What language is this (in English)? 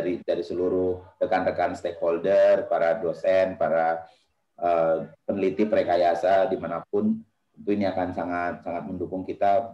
Indonesian